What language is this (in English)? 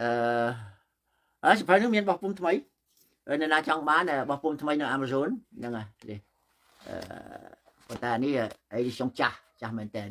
Khmer